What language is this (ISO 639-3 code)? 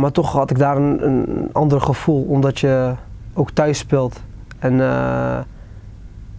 nld